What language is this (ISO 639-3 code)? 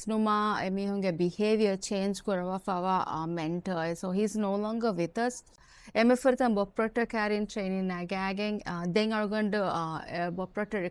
div